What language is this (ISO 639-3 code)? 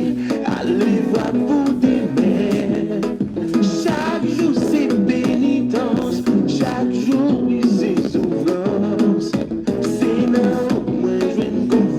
hat